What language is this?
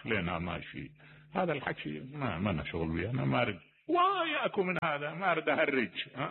Mesopotamian Arabic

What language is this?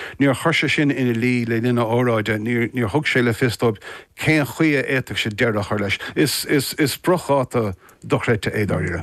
Irish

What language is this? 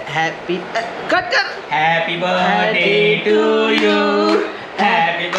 Marathi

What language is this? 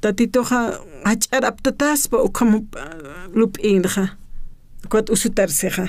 Aymara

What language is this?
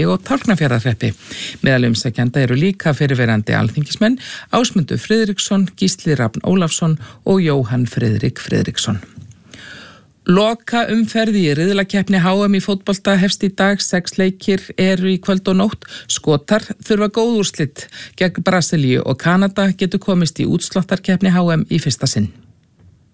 Icelandic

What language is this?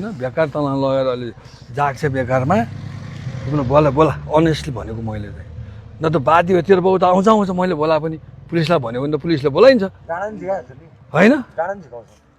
Nepali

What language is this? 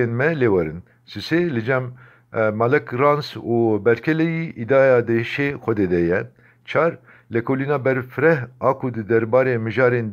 Kurdish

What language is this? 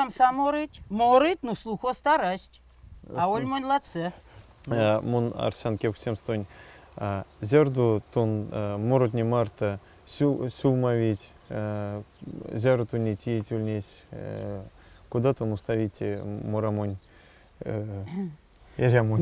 Erzya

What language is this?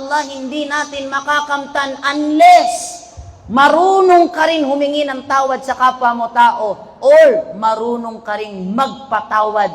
Maranao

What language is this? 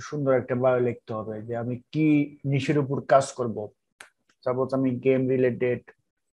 Bangla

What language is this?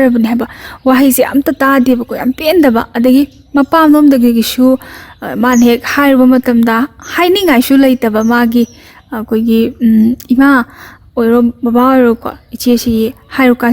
Manipuri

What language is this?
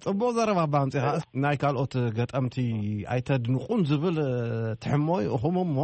Tigrinya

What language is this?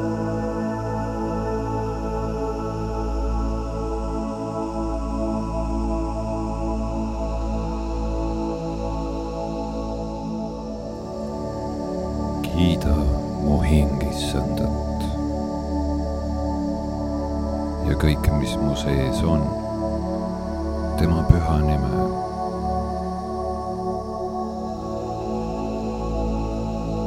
Estonian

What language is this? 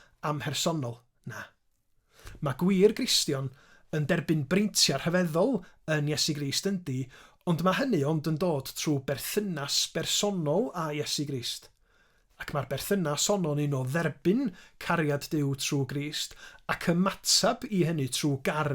Welsh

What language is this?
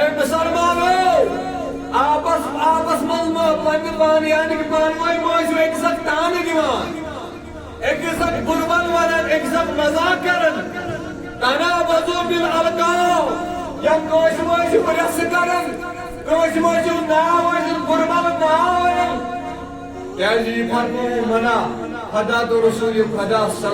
Kashmiri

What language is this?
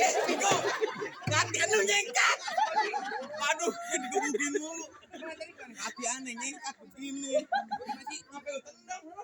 Betawi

